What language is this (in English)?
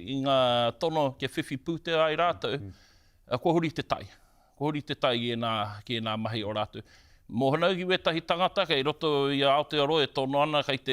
Māori